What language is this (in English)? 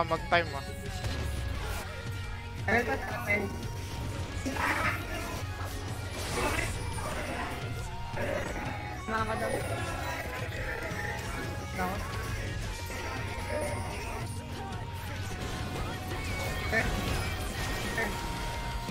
Filipino